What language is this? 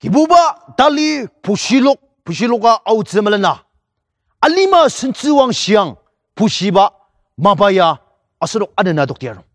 Ao Naga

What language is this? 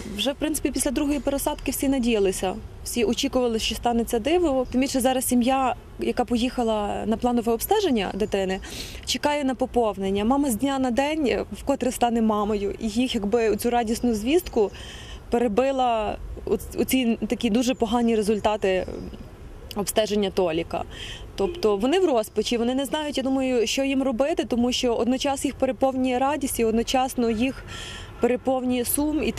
Ukrainian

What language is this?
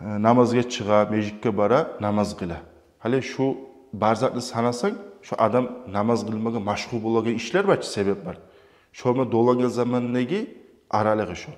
Kumyk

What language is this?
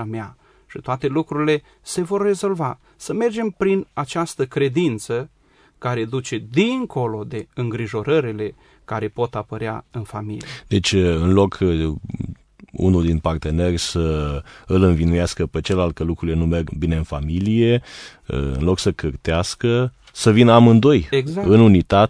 Romanian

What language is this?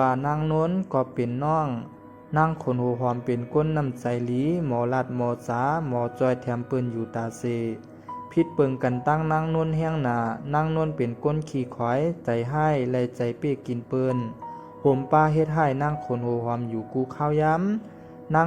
Shan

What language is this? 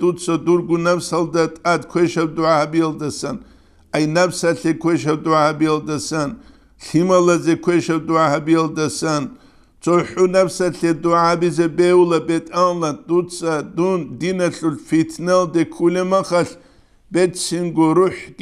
Avaric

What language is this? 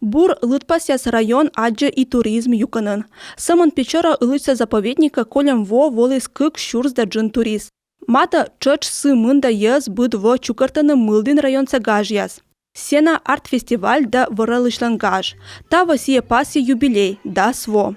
Komi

